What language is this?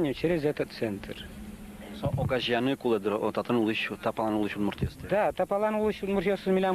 Udmurt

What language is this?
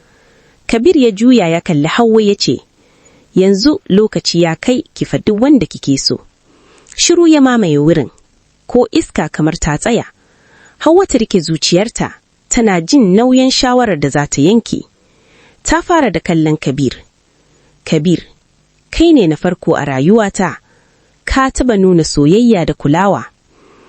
Hausa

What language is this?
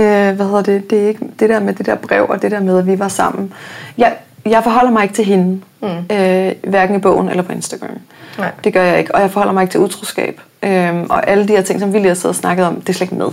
Danish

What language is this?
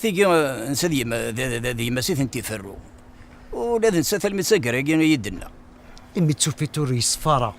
Kabyle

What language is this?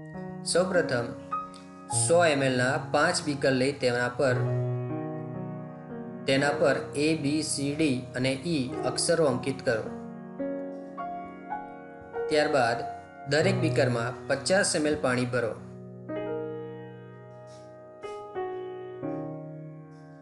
Gujarati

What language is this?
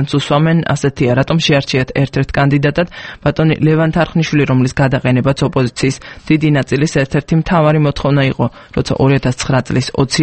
Georgian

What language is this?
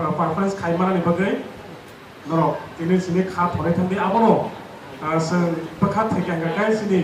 Kok Borok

